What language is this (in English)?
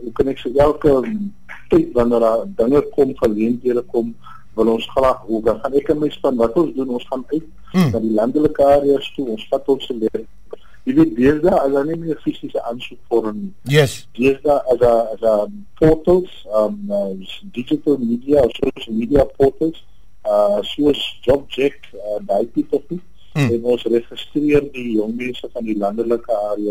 Afrikaans